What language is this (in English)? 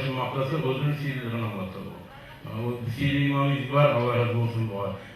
Kumyk